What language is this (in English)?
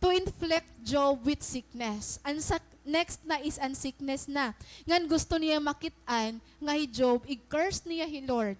Waray